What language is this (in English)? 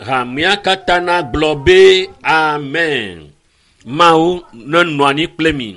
Ewe